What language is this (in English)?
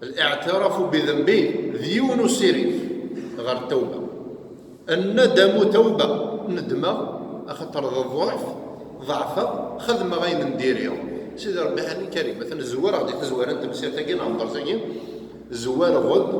Kabyle